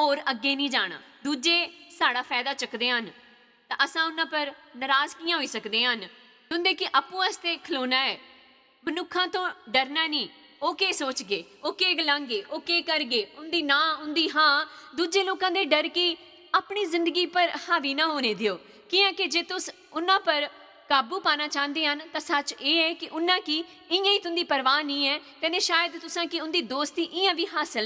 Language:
Dogri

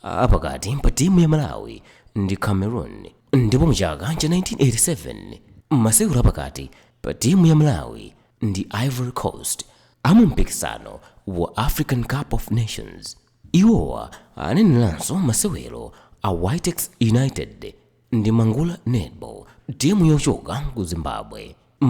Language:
Nyanja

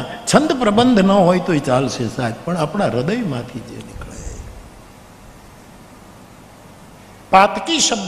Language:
Gujarati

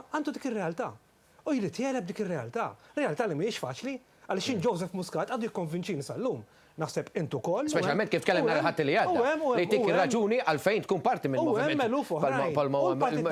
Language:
Maltese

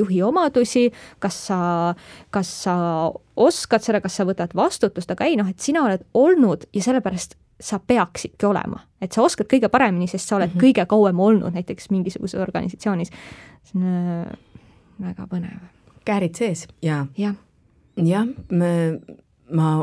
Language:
Estonian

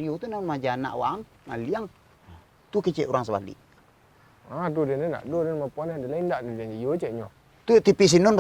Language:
Minangkabau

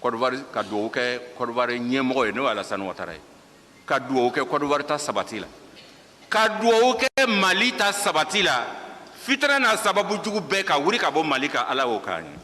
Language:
Bambara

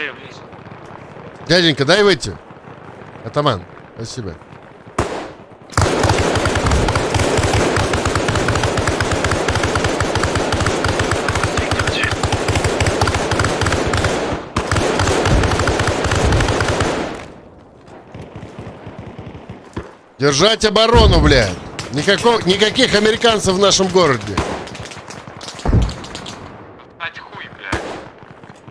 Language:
Russian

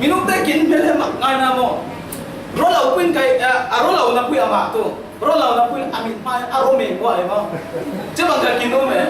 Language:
Falam Chin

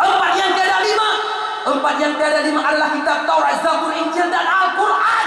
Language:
Achinese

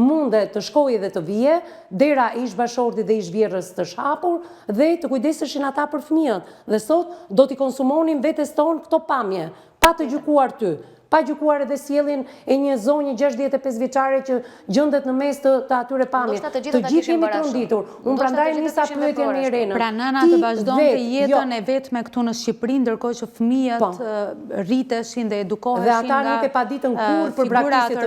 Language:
Albanian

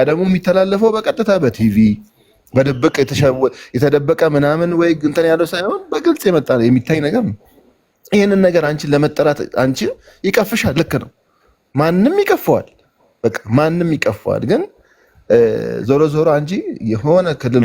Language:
Amharic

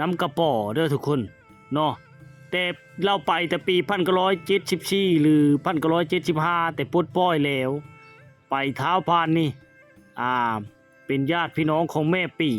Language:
Lao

